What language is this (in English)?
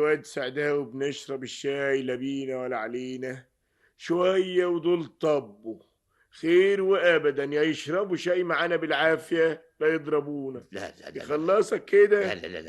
Egyptian Arabic